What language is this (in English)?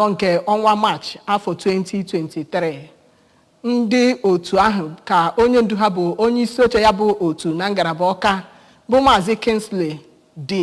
Igbo